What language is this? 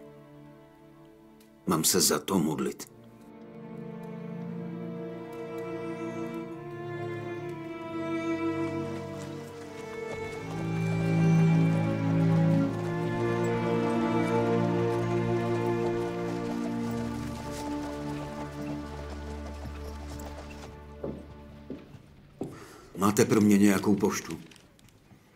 Czech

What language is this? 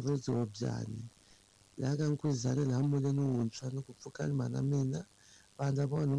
Tsonga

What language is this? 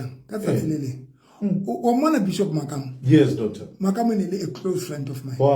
Southern Sotho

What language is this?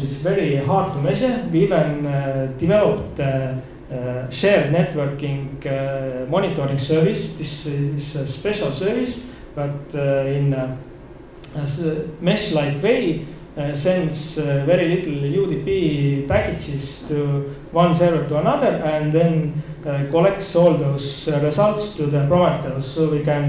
English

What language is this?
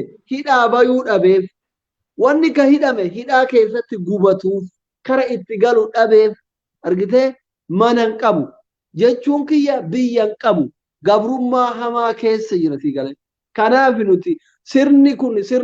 Oromo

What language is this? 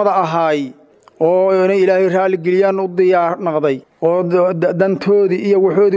Somali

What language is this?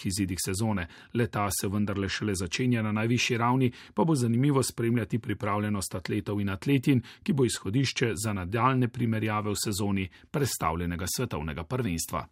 Slovenian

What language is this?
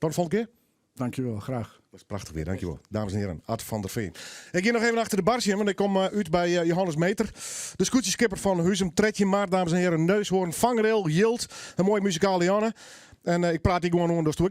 Western Frisian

